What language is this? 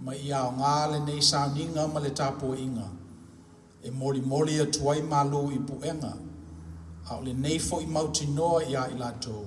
Samoan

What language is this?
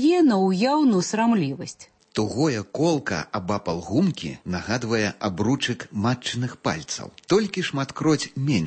Belarusian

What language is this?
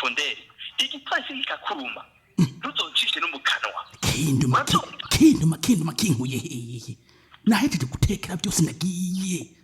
Rundi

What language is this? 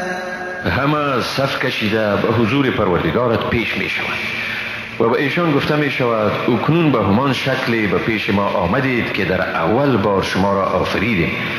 Persian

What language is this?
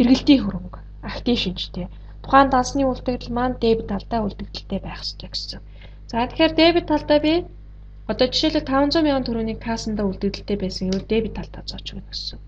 Mongolian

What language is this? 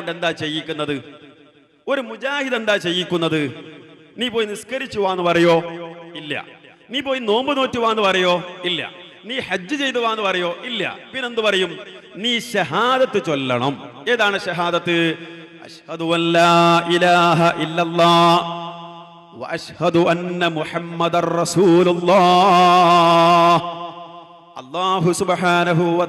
Malayalam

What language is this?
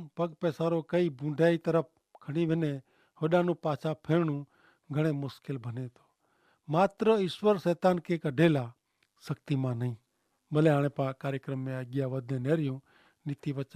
Kachhi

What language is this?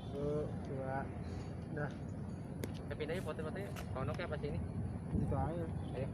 Betawi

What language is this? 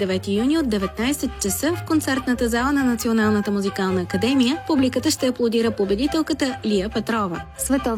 Bulgarian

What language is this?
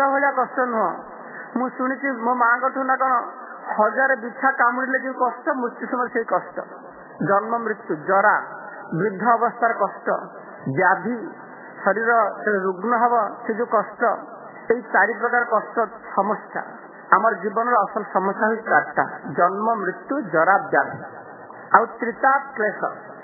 Odia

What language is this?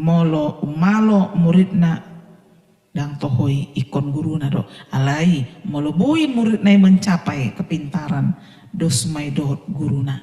Batak Toba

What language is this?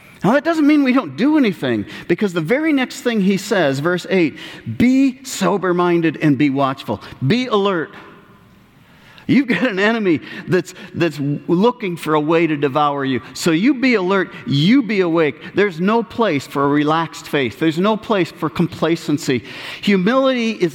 English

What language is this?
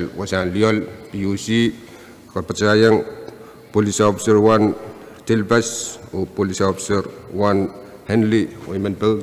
Pohnpeian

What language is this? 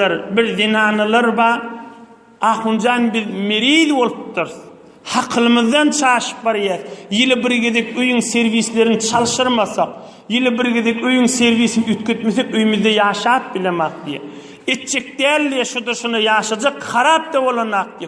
Turkmen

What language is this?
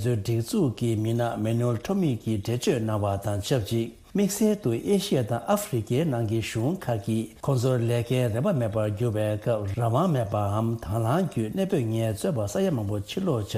Tibetan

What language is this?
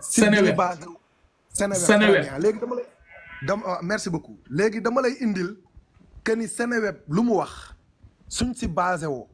Wolof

